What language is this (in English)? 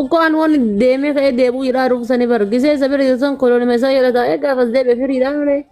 Oromo